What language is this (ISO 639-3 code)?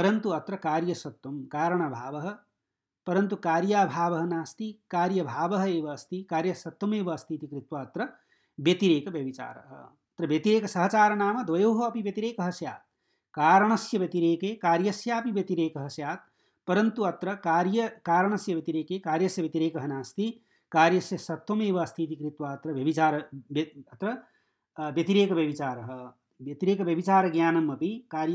san